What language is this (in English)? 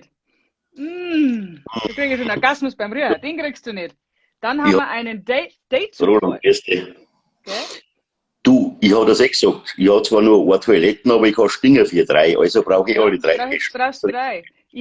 Bavarian